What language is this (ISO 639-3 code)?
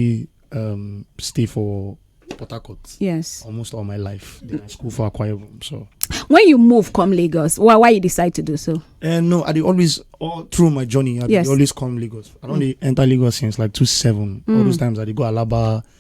pcm